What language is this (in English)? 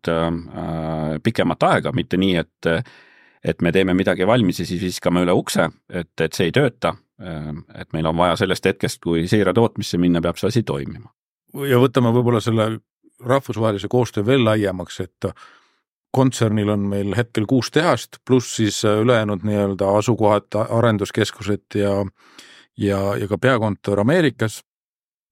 Estonian